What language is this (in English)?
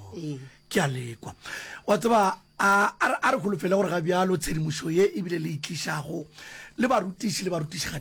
Northern Sotho